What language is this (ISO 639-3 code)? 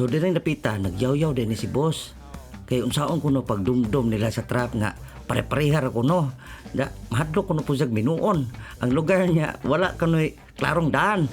ceb